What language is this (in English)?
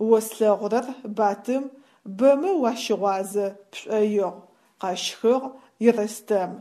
Adyghe